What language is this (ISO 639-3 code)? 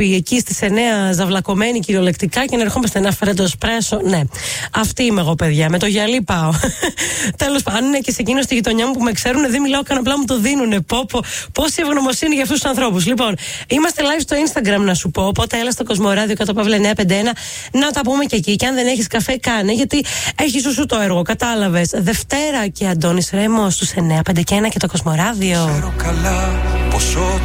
ell